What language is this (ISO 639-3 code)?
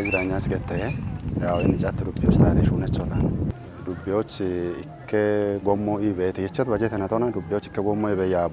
kbr